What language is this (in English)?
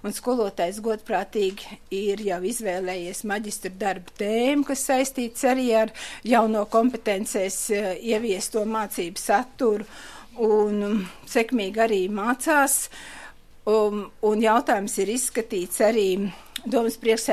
Latvian